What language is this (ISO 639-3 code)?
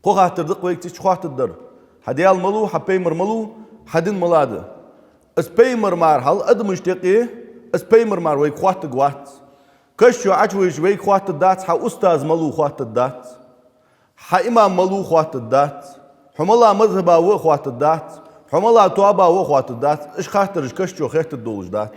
inh